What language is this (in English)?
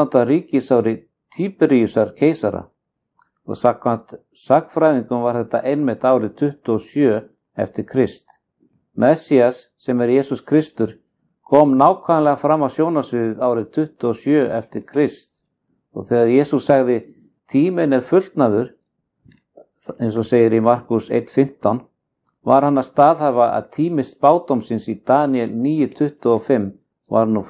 Icelandic